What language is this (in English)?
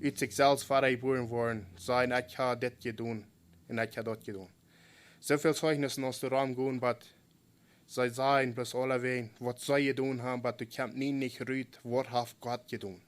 Plautdietsch